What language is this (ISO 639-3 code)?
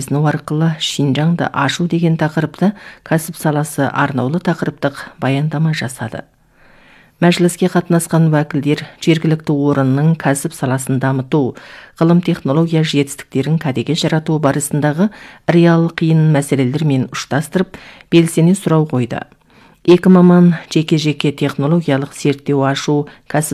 kaz